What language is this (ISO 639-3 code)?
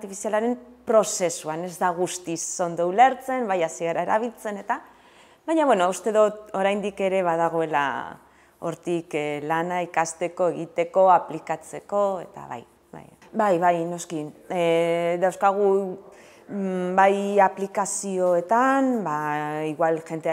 eus